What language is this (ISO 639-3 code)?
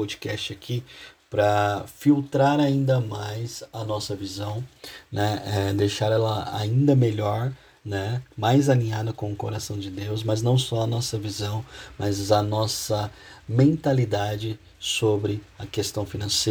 por